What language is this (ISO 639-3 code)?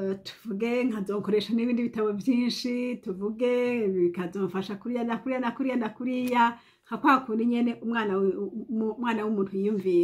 run